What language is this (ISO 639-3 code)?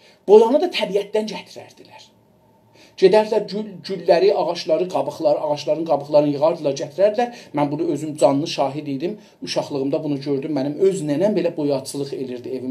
azb